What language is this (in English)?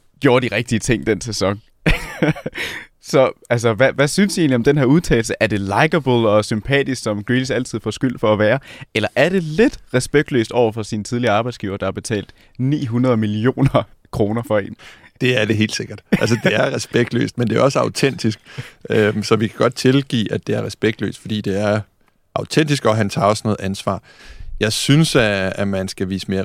Danish